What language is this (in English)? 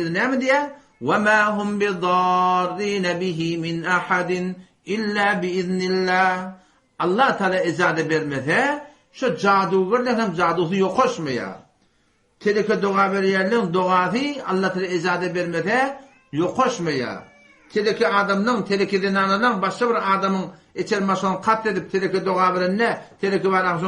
Turkmen